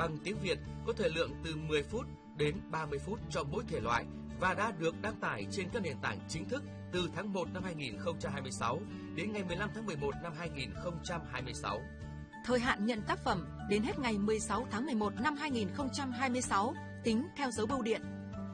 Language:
Vietnamese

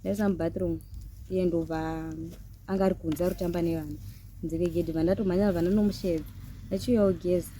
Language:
Shona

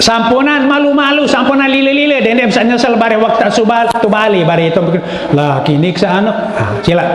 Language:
Sasak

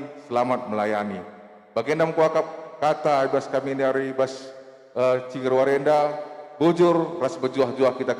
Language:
Batak Karo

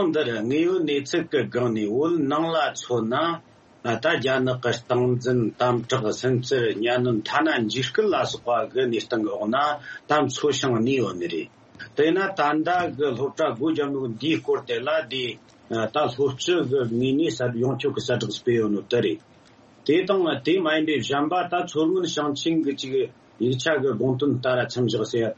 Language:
Tibetan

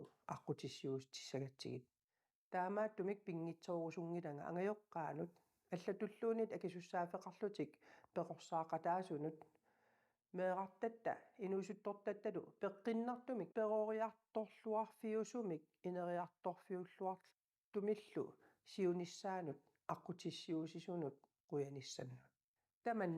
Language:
Kalaallisut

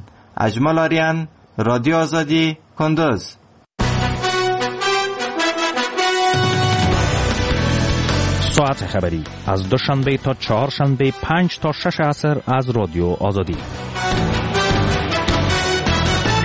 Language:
Persian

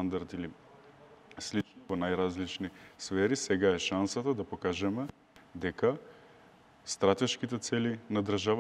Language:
Macedonian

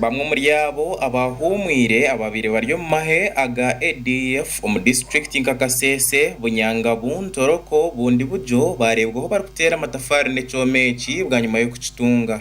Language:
Nyankole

